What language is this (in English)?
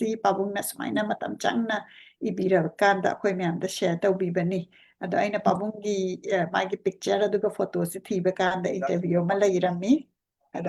Manipuri